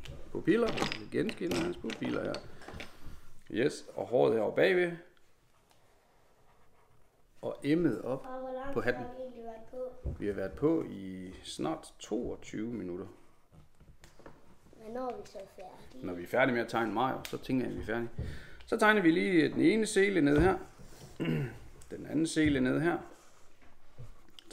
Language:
Danish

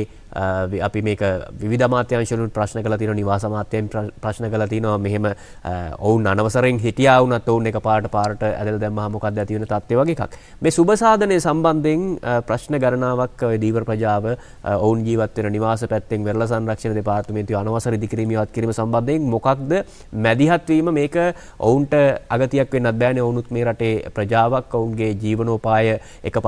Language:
Sinhala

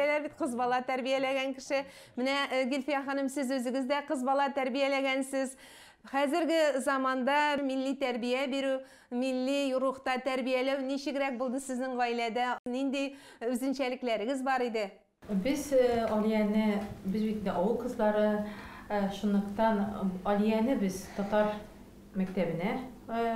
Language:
Tatar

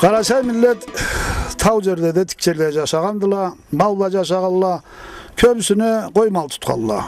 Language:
Karachay-Balkar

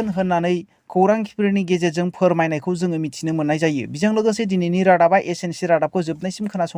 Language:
Bodo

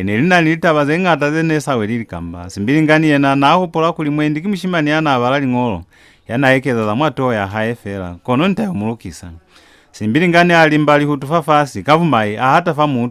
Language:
Lozi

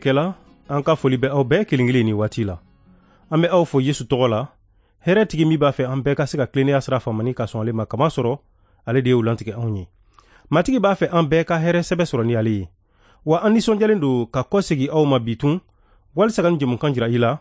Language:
Bambara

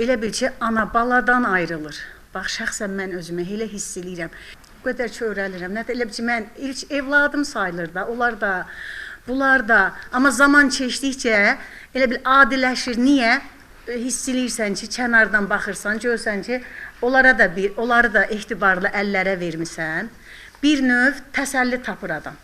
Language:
Azerbaijani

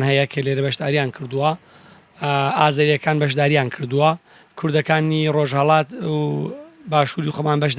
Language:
Central Kurdish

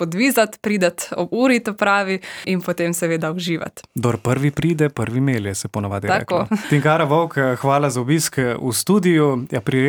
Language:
Slovenian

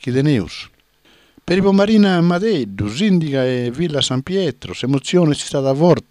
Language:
Sardinian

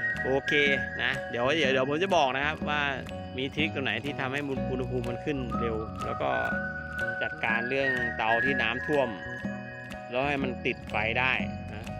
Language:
Thai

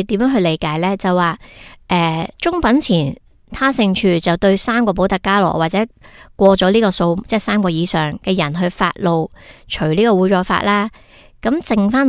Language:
Cantonese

